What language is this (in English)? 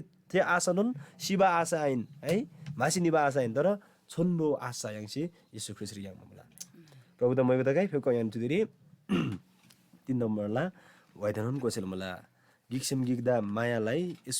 Eastern Tamang